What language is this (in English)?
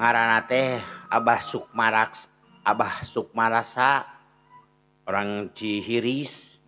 Sundanese